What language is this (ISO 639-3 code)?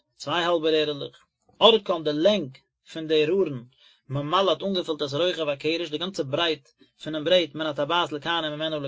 yid